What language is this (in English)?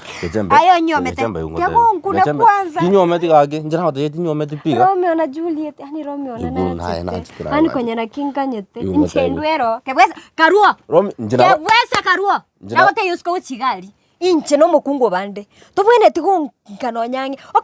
Gusii